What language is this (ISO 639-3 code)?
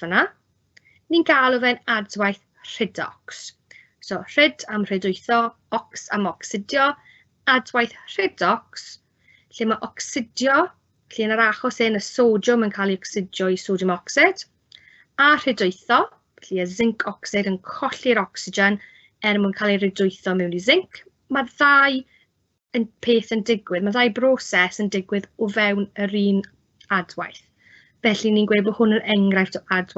cym